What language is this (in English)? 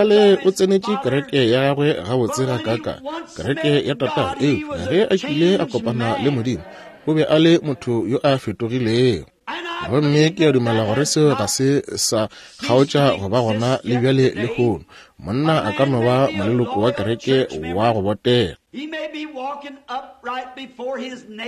Northern Sotho